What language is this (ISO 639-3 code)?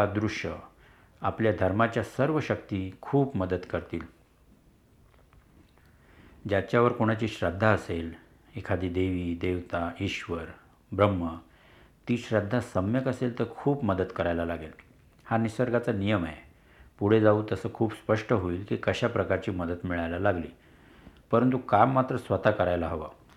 mar